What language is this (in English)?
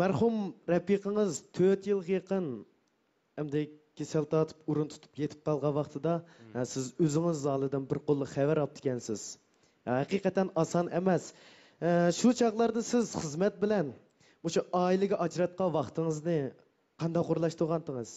Uyghur